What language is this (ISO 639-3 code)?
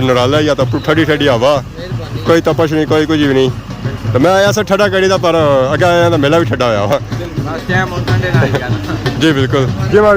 phr